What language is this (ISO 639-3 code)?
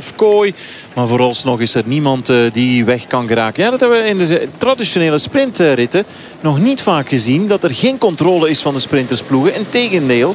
nld